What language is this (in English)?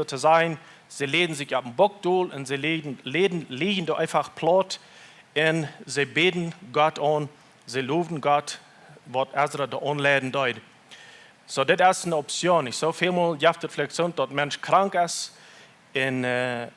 Plautdietsch